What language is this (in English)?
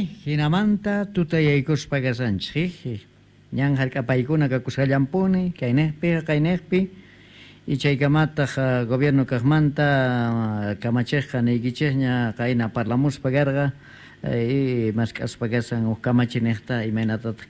South Bolivian Quechua